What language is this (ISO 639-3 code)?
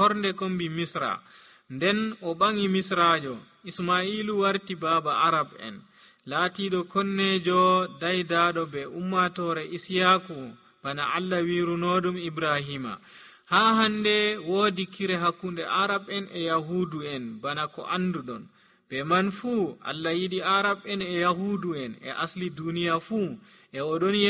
fuv